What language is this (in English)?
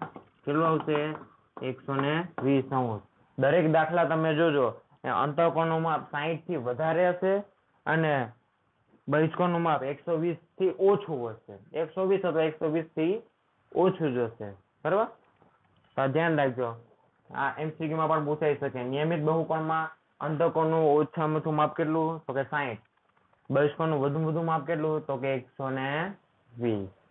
Gujarati